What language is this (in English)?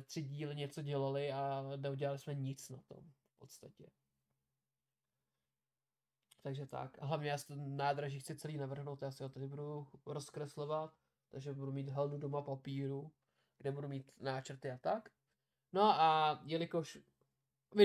Czech